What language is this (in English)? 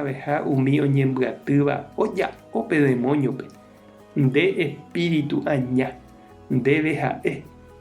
Guarani